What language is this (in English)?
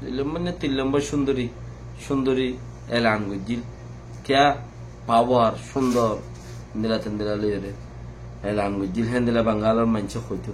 Rohingya